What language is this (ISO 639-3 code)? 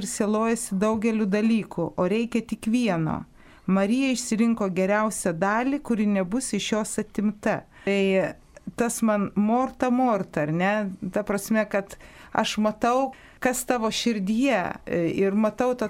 lit